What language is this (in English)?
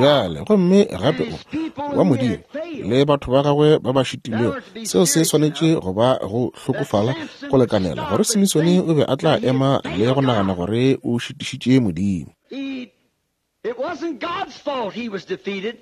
Northern Sotho